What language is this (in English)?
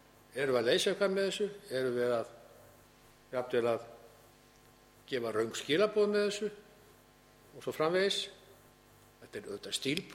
Icelandic